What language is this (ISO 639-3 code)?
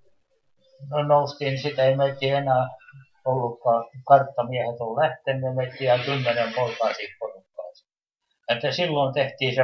fin